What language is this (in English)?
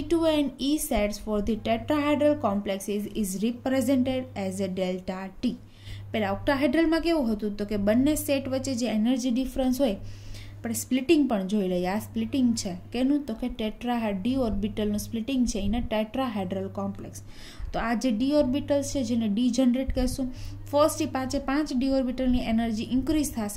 Gujarati